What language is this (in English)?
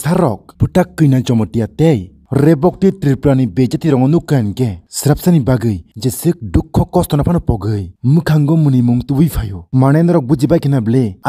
Kok Borok